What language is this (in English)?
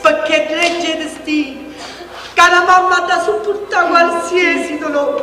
Neapolitan